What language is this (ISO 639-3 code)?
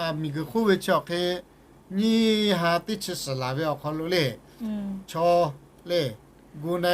lhu